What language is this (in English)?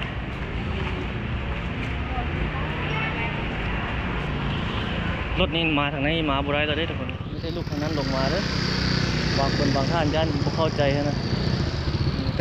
Lao